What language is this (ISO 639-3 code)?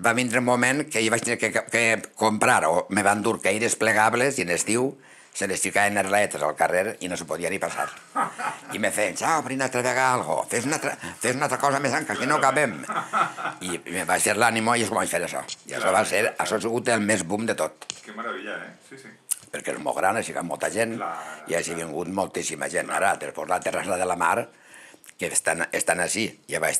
cat